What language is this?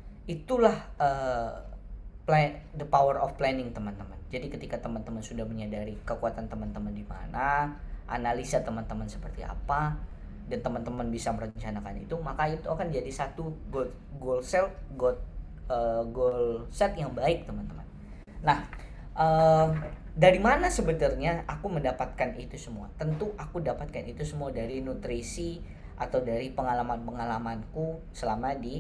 Indonesian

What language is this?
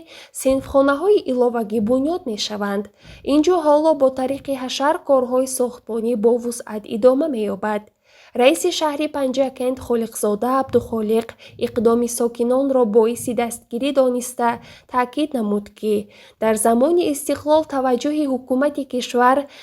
Tajik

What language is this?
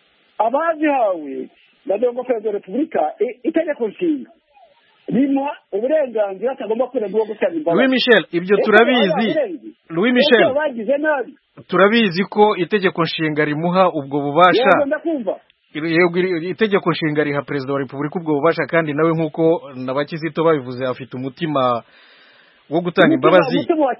Kinyarwanda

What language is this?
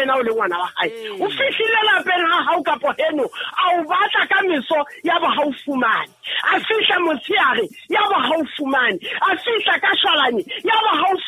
Southern Sotho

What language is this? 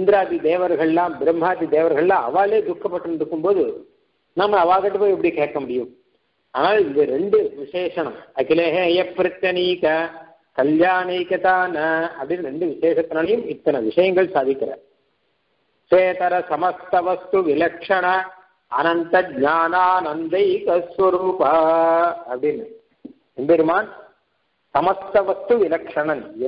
Tamil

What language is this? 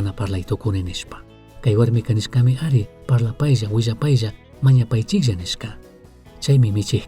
Chimborazo Highland Quichua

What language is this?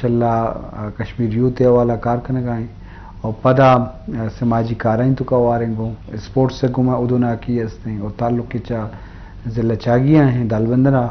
Eastern Balochi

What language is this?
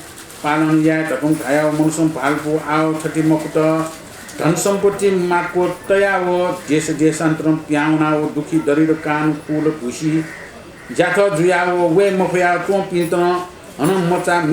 Newari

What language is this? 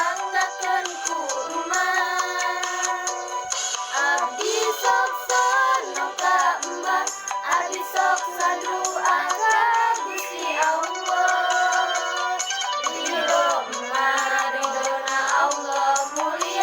Sundanese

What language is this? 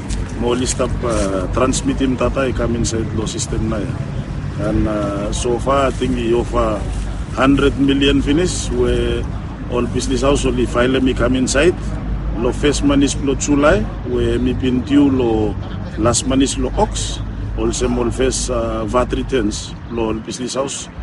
Bislama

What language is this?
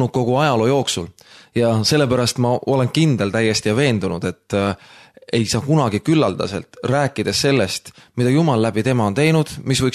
Estonian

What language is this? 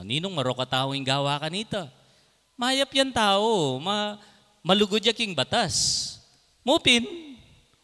Pampanga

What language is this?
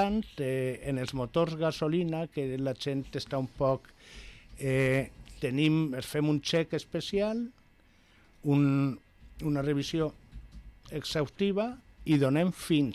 Catalan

